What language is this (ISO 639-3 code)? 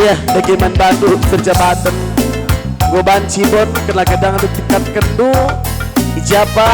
btx